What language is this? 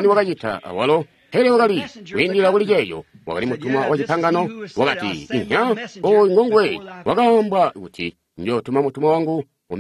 Tonga (Zambia)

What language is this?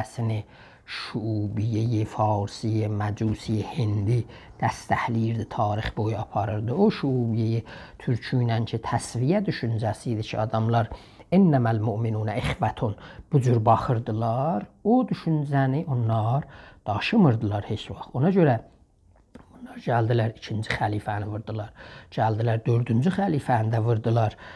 South Azerbaijani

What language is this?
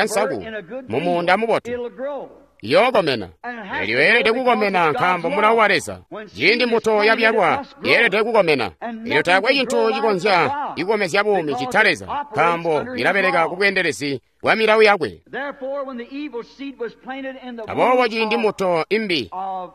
Tonga (Zambia)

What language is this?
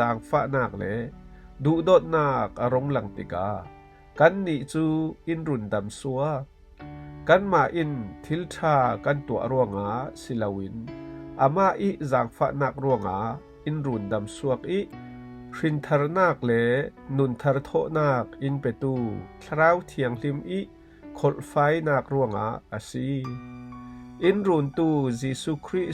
Falam Chin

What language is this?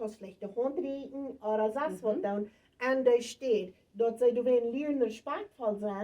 Plautdietsch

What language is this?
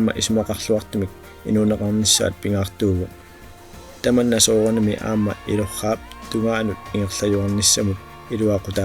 Kalaallisut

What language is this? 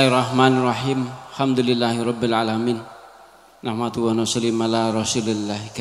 Javanese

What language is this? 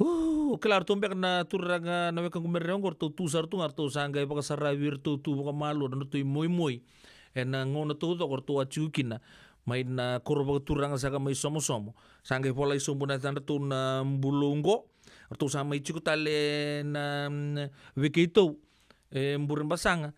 Fijian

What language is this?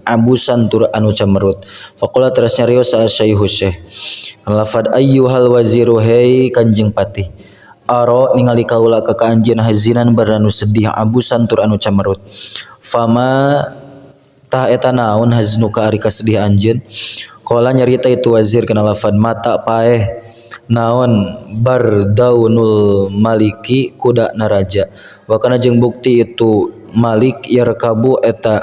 Sundanese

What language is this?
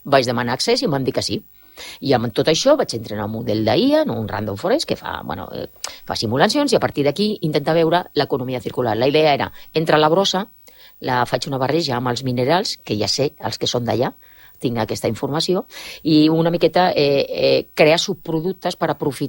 Catalan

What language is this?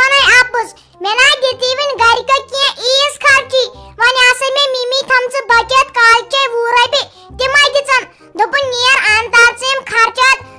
Kashmiri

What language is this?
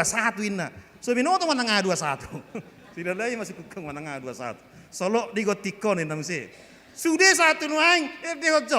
Batak Toba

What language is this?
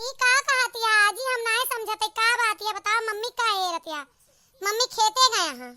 Awadhi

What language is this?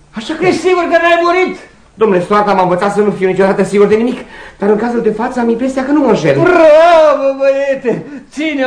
Romanian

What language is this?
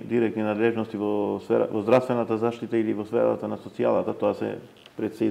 Macedonian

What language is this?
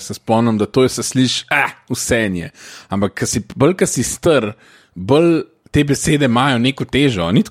Slovenian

